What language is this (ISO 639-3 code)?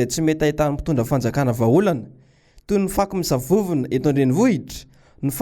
mlg